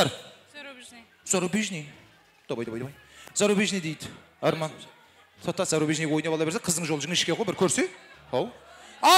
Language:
Kara-Kalpak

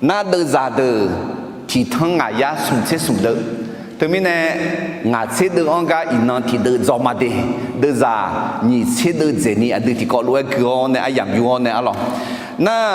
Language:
Akha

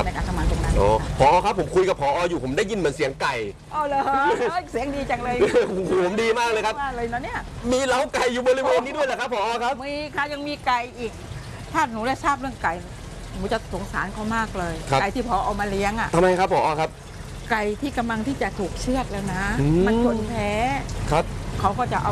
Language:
Thai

